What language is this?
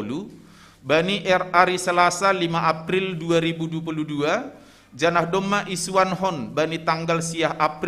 Batak Simalungun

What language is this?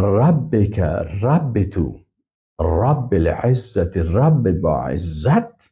Persian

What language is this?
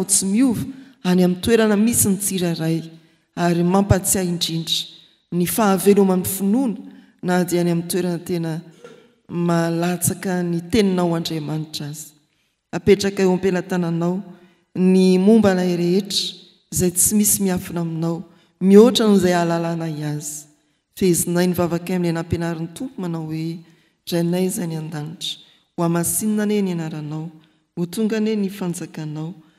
Malagasy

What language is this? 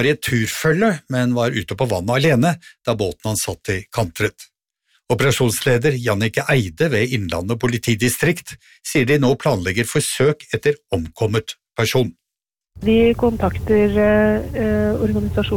Norwegian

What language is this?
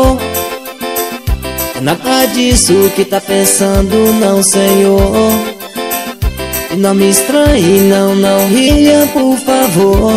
Portuguese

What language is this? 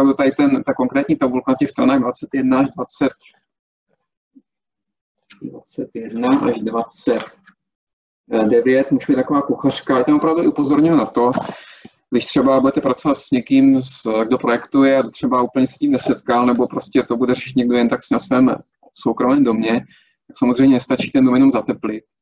Czech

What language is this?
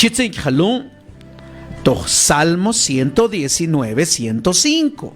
Mam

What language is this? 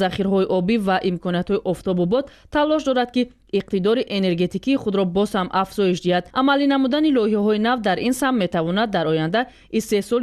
Tajik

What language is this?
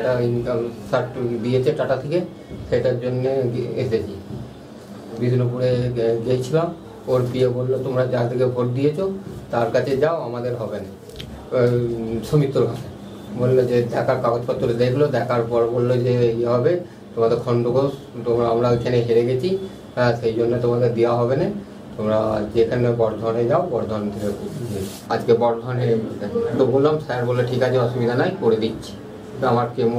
Bangla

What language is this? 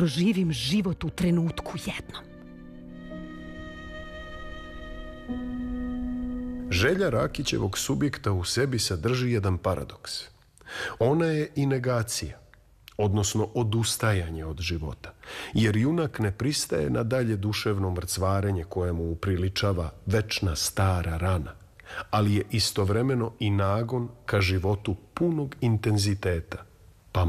Serbian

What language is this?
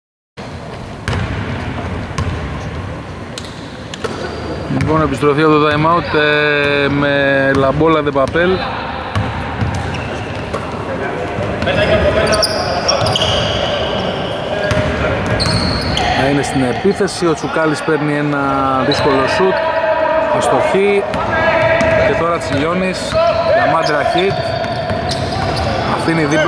Greek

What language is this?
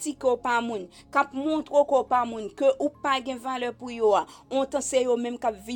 Haitian Creole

